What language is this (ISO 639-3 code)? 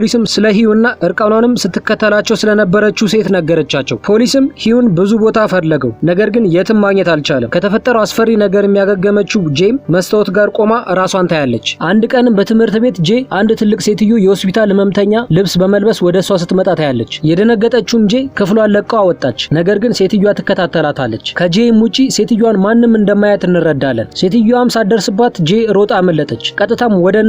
amh